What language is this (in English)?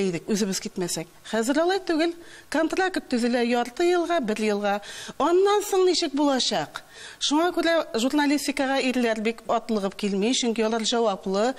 Tatar